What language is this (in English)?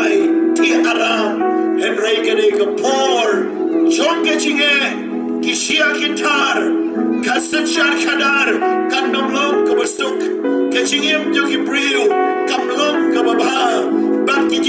Khasi